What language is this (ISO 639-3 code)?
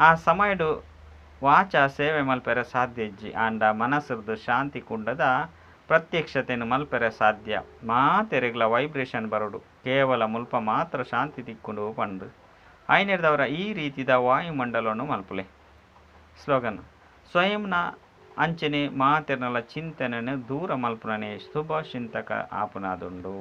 tcy